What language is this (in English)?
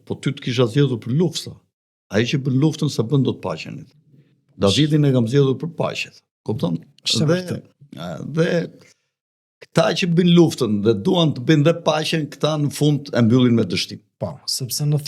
Albanian